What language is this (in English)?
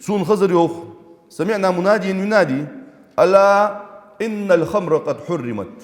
Ingush